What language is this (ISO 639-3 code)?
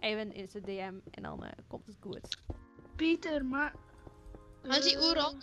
fry